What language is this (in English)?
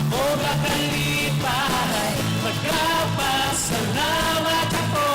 Hiligaynon